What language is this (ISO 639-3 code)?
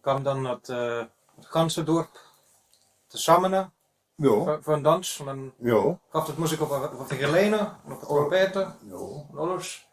wep